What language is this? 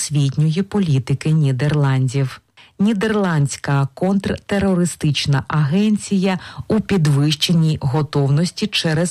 Ukrainian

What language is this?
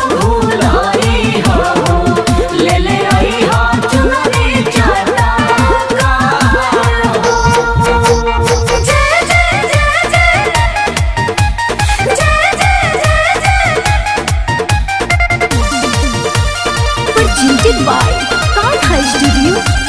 Bhojpuri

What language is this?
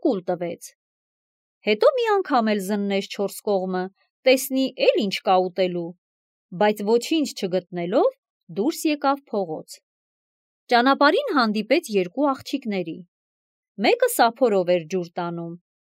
Armenian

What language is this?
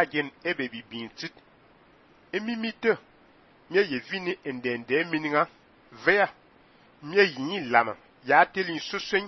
Fang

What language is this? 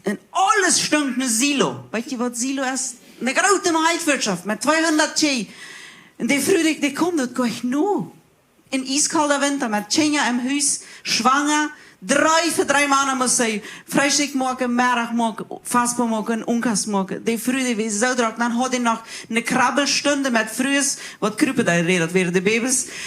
Plautdietsch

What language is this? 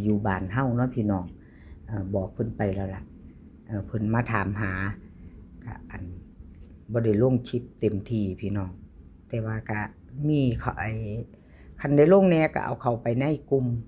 Lao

